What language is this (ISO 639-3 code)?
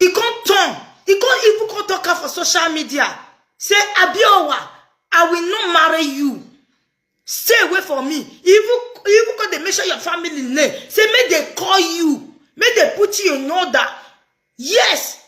pcm